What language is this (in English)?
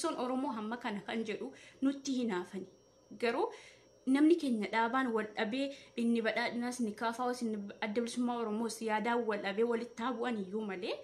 Oromo